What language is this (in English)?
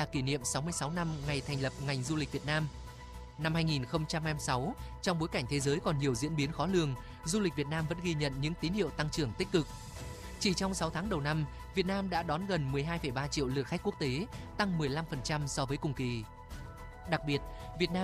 Vietnamese